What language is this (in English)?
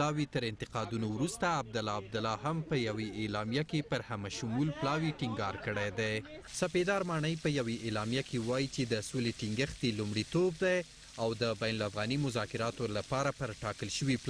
Pashto